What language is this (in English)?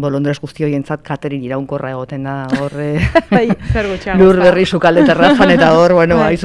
Basque